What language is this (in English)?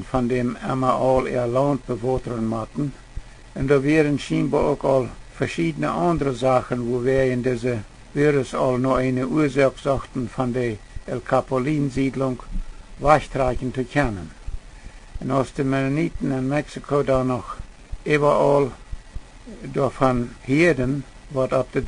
Plautdietsch